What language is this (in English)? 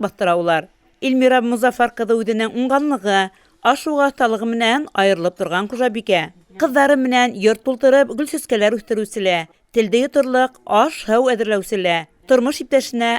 Bashkir